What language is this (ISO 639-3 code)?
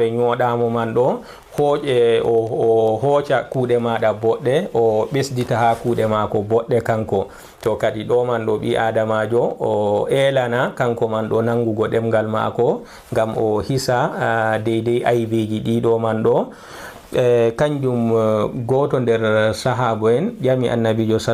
ful